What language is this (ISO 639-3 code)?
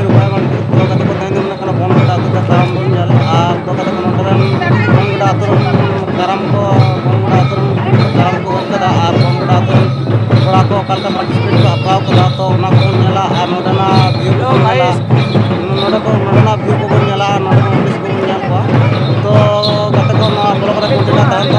sat